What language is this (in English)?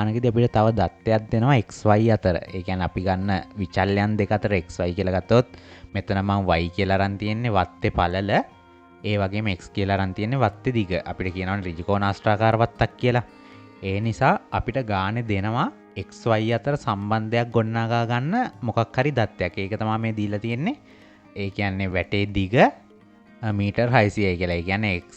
Sinhala